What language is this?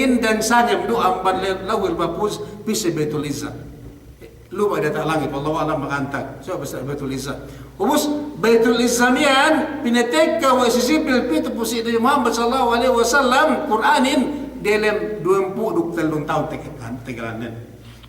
Yakan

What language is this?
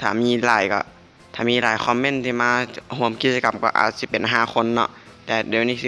Lao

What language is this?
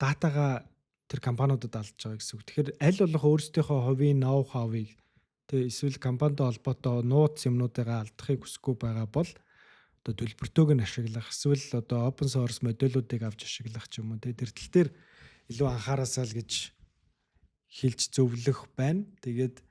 Mongolian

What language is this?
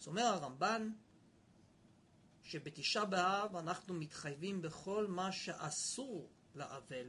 Hebrew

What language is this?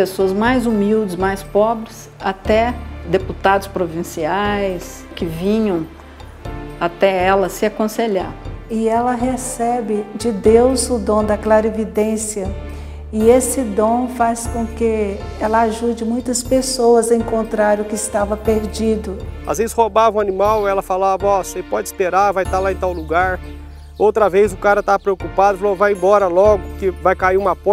Portuguese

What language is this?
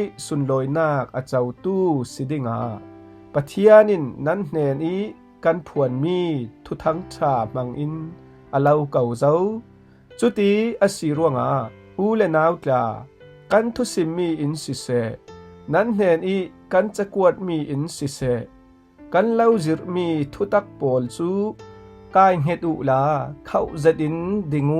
Falam Chin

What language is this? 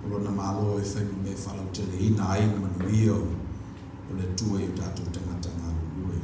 Samoan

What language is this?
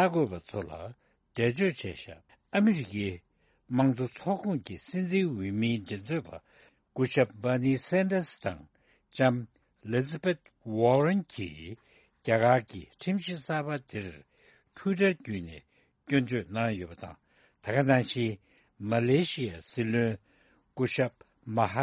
Tibetan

